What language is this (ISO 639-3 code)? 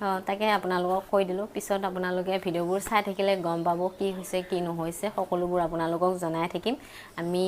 asm